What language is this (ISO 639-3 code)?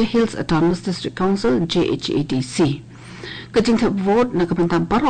kha